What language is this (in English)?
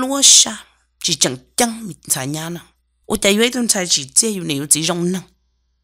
Hmong